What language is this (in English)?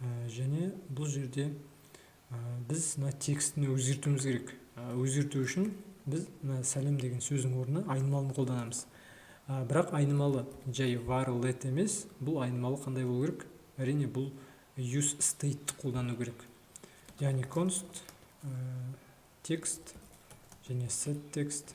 Kazakh